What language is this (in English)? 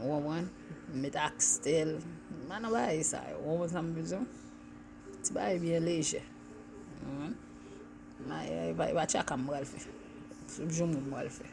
Haitian Creole